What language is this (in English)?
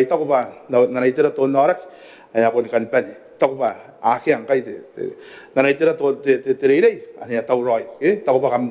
Gilbertese